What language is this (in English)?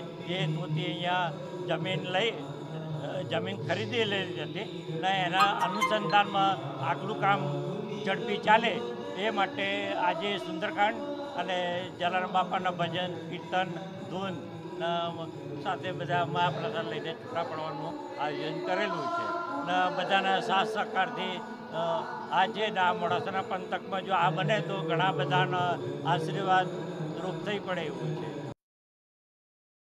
Gujarati